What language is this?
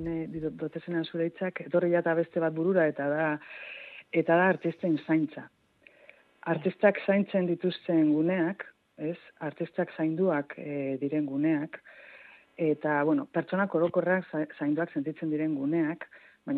Basque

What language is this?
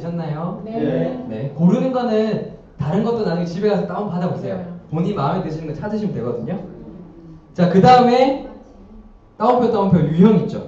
Korean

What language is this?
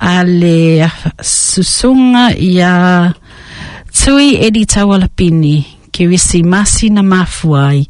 Samoan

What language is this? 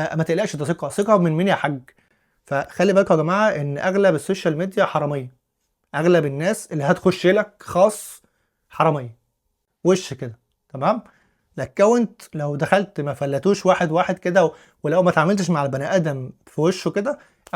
Egyptian Arabic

